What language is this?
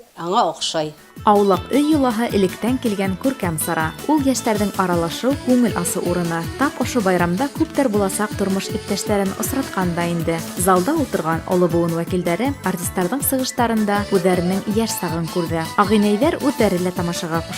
Bashkir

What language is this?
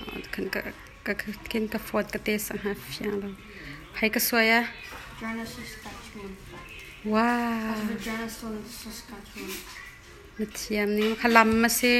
Hakha Chin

